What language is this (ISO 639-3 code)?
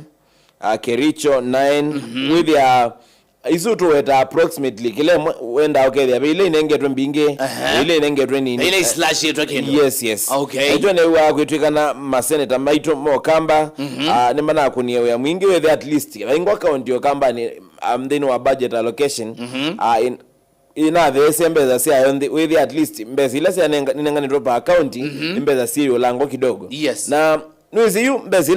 kam